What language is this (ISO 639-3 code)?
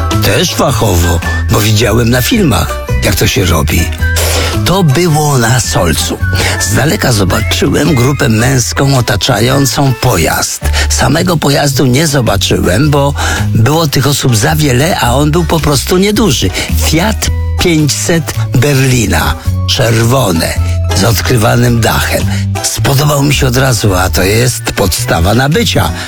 pol